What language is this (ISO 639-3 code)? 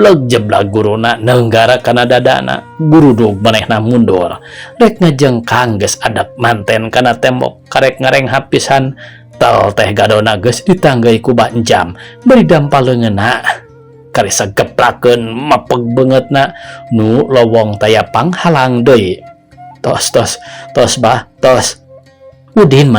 sun